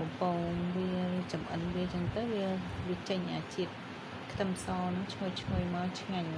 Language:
Khmer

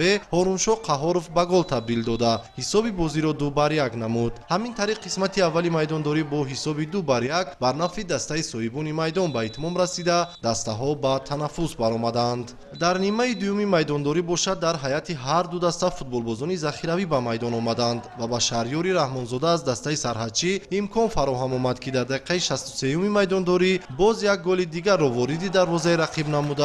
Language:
Tajik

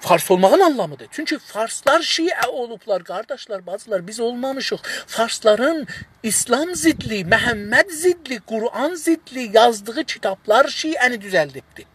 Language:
South Azerbaijani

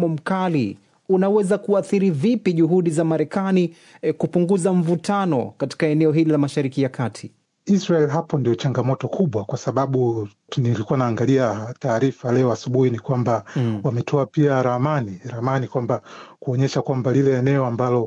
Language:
Swahili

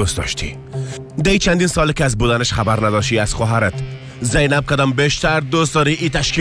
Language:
Tajik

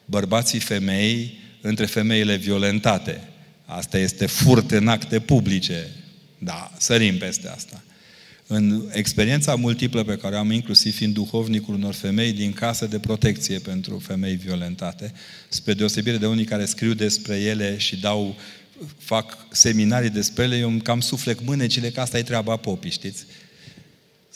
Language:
Romanian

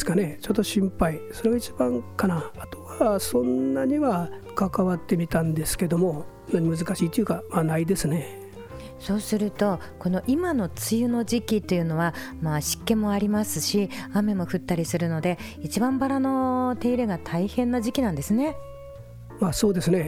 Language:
Japanese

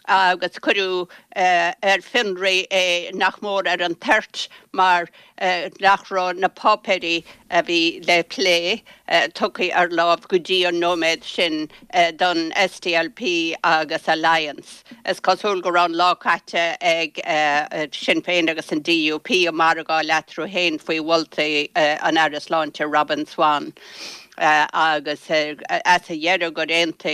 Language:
Irish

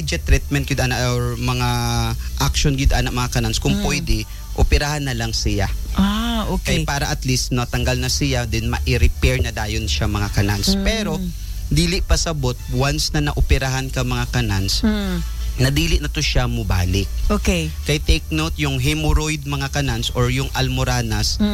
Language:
Cebuano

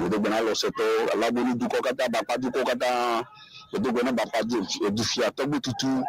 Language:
Ewe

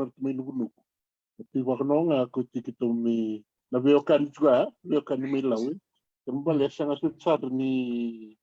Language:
Fijian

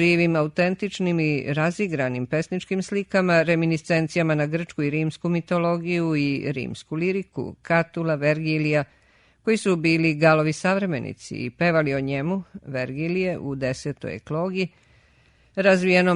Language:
Serbian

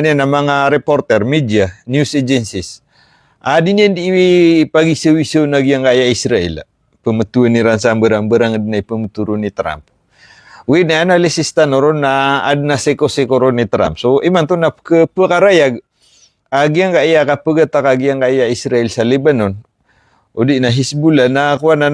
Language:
Maranao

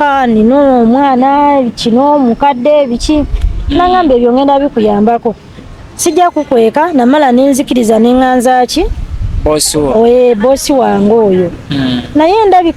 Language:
Ganda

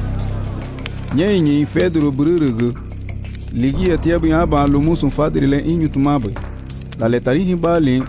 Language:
Garifuna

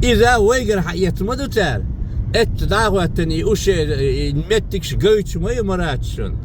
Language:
Chechen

